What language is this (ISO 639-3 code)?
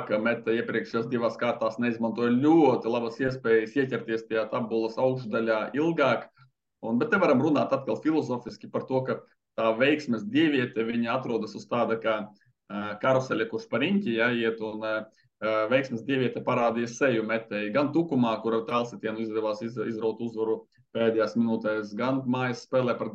lav